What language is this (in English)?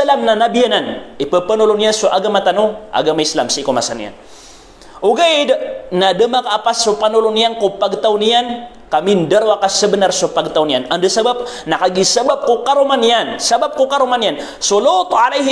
Maranao